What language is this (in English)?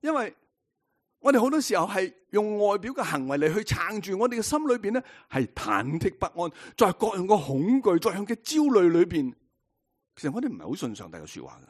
Cantonese